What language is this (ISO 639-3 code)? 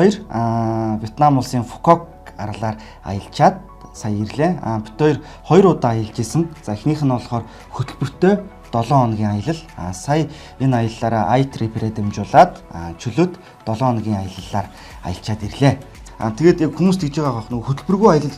mon